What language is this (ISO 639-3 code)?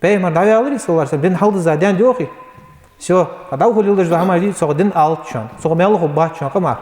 inh